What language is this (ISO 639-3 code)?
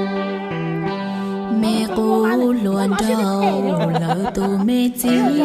hmn